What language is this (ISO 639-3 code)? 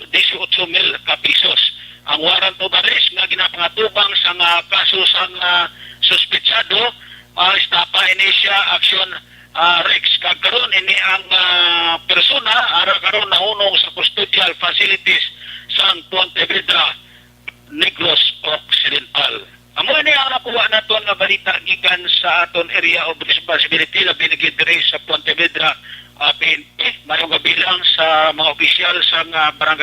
hil